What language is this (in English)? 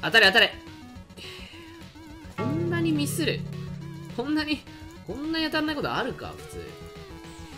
Japanese